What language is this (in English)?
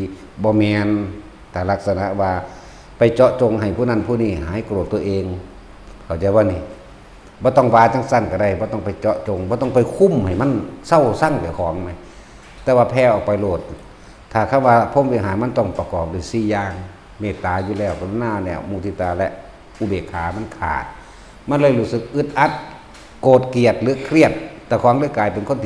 Northeastern Thai